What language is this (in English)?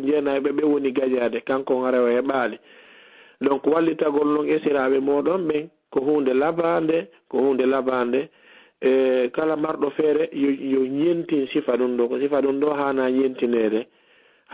Fula